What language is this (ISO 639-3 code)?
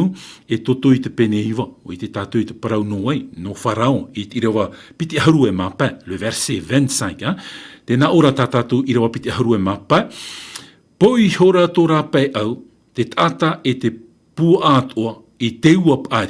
tah